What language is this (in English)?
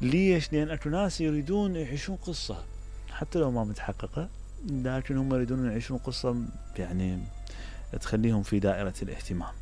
Mesopotamian Arabic